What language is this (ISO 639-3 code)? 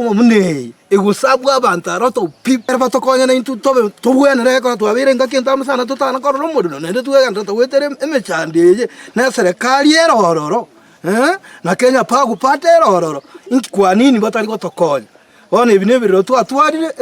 guz